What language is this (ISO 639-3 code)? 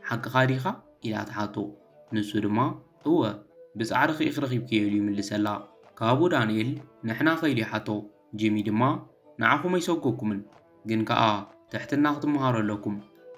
tir